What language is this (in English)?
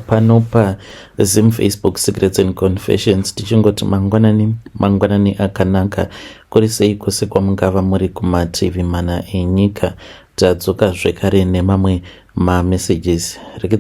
Shona